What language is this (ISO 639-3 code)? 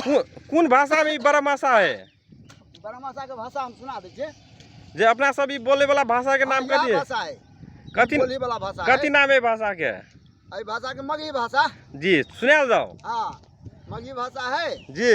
mag